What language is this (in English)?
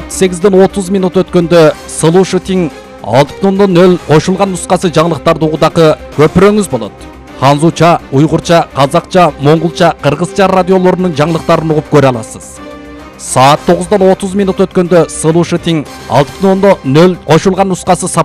Kyrgyz